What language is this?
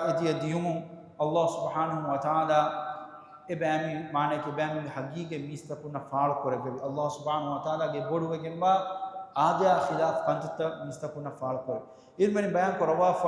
Divehi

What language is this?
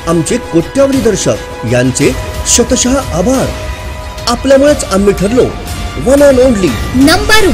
Marathi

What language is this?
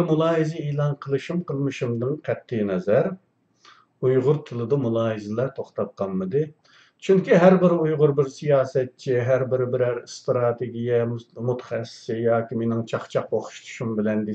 Uyghur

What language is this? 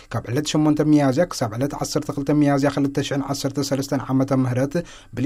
Tigrinya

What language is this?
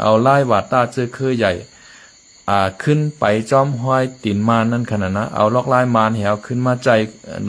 Shan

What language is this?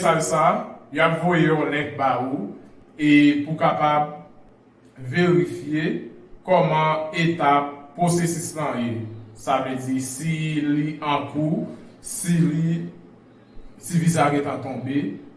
Haitian Creole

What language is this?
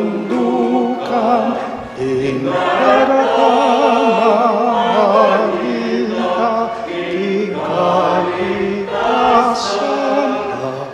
Pampanga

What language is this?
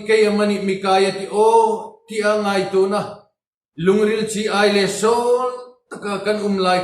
Hmar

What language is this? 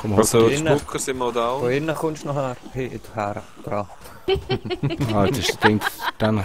Swiss German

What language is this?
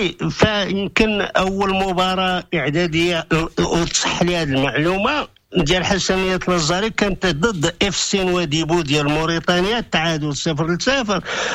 Moroccan Arabic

